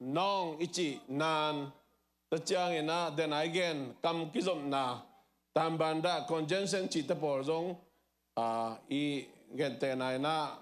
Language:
Tedim Chin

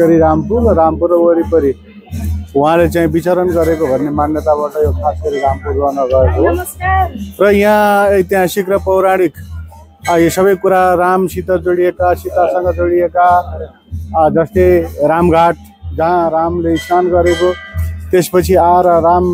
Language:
Nepali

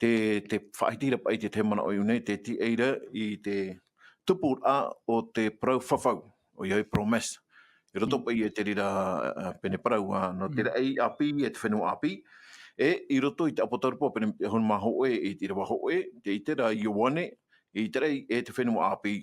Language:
Tahitian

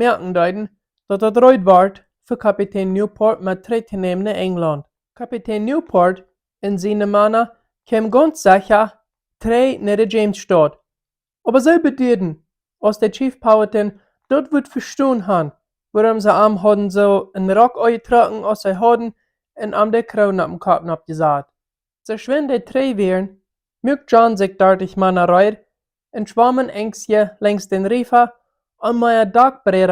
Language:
Plautdietsch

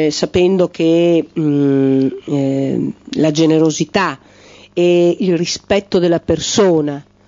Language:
Italian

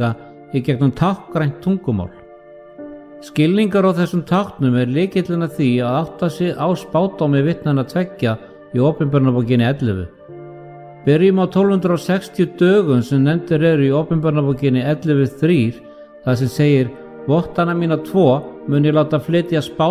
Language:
Icelandic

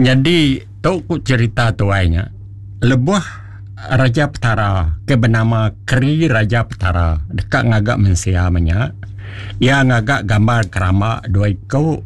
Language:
Iban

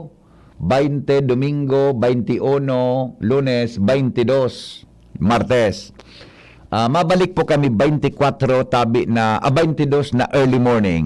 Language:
Bikol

